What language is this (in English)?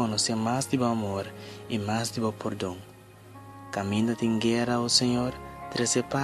Papiamento